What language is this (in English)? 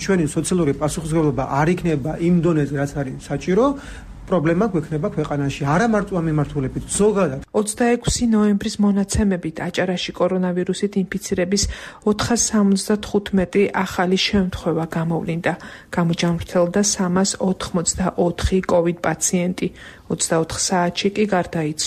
Georgian